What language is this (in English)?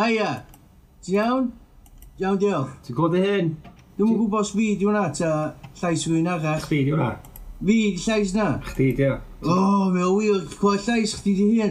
Welsh